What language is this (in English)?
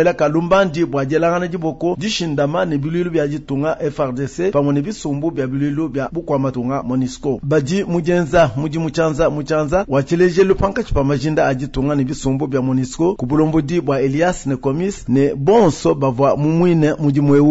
Luba-Lulua